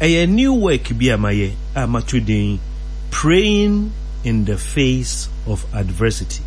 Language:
Akan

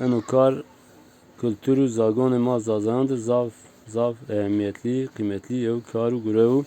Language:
Zaza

